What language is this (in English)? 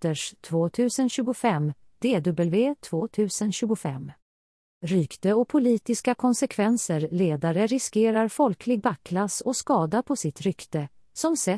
Swedish